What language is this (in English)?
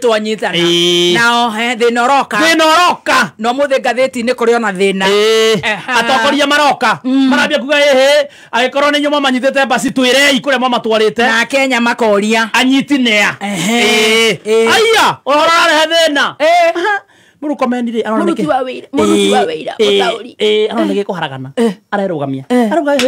Kikuyu